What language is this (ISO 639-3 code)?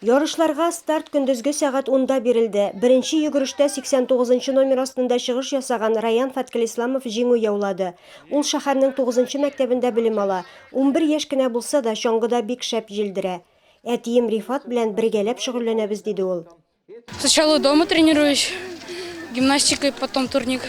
tat